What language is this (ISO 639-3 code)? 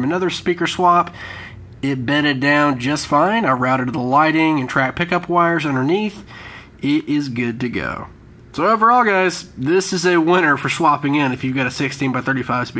eng